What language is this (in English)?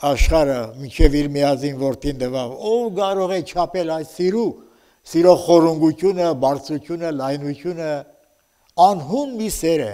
Armenian